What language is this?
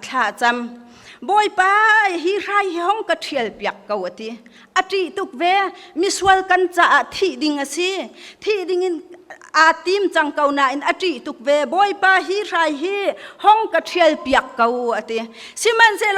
Hakha Chin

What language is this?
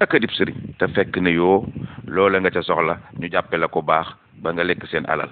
Wolof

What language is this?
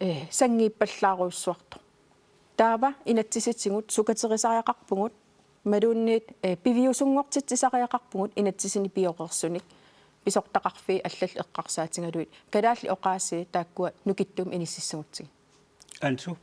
Kalaallisut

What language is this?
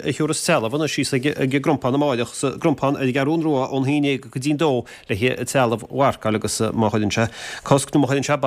Irish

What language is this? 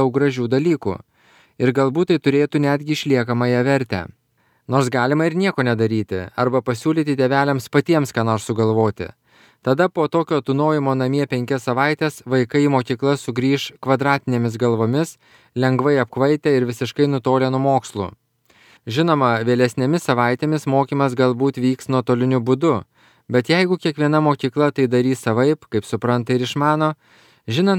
Lithuanian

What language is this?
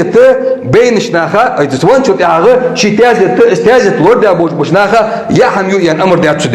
Ingush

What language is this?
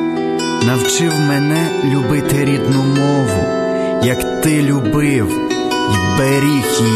Ukrainian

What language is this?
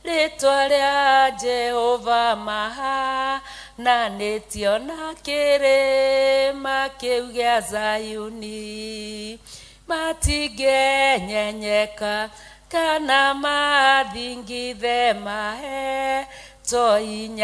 Kikuyu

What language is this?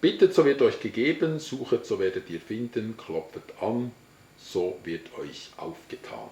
Swiss German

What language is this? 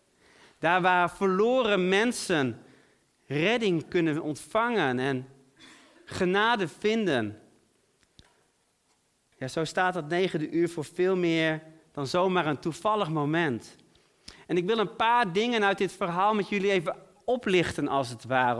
Dutch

